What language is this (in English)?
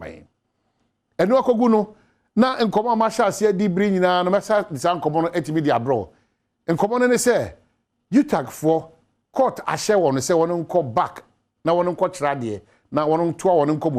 Akan